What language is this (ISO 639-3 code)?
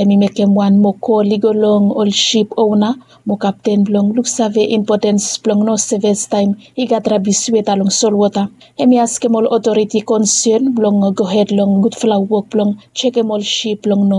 bis